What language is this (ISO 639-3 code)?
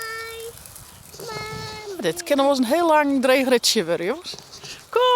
fry